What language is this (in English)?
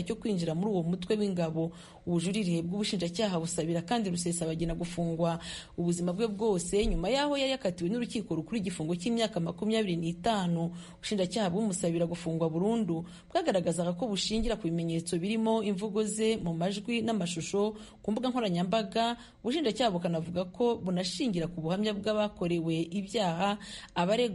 Kinyarwanda